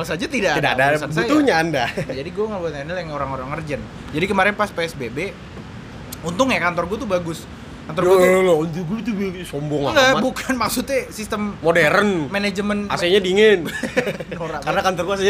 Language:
Indonesian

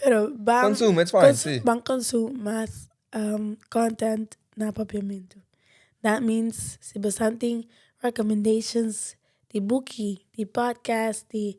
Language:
Papiamento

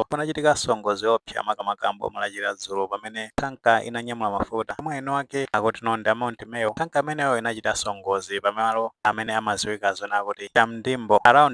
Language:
Nyanja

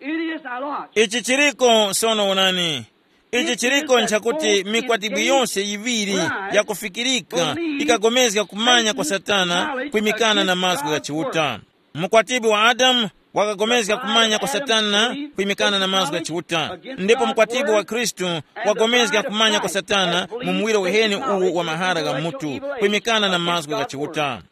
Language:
Tumbuka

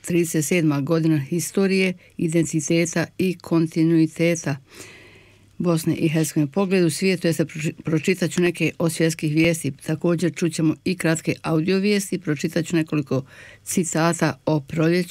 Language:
Bosnian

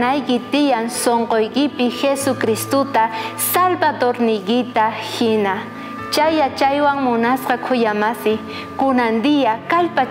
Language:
South Bolivian Quechua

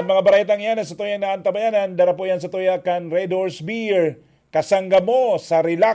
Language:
Bikol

